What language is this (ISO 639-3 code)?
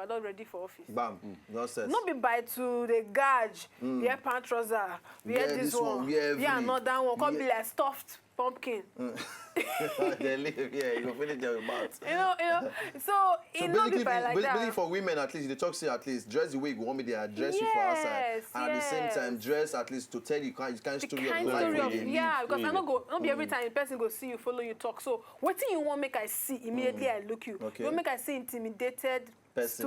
pcm